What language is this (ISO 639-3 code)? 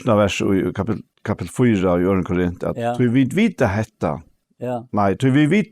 fao